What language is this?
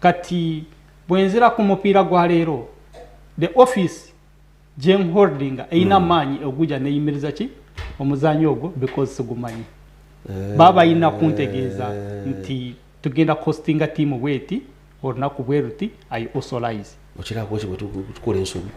Nyankole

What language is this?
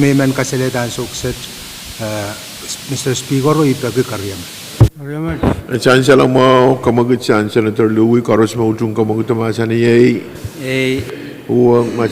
Pohnpeian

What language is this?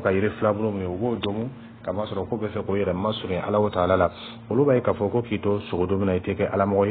Dyula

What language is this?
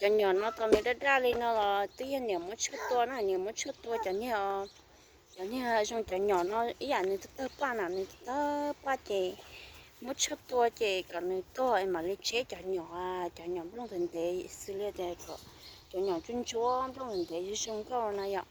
Hmong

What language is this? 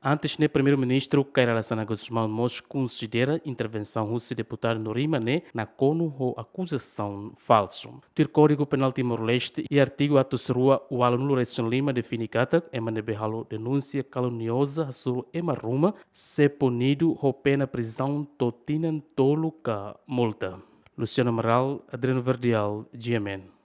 Tetum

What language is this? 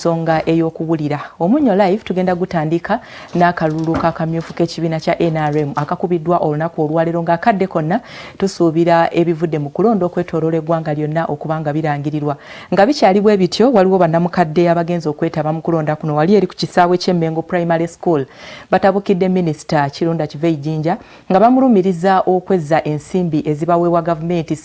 Ganda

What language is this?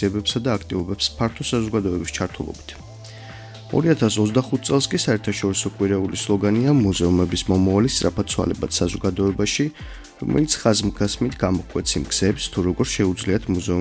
Georgian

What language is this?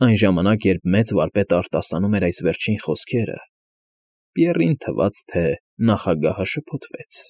Armenian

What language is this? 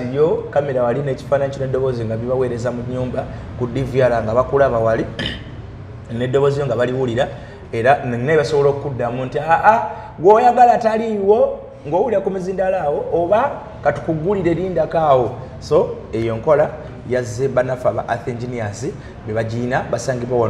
Ganda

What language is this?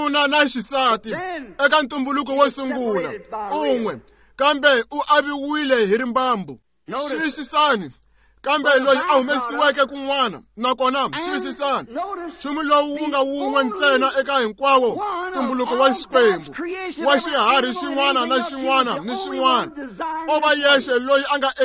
Tsonga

